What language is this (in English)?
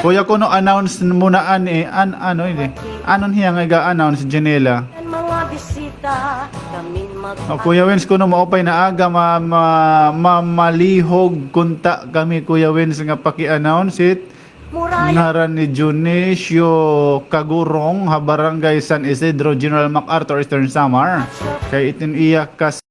Waray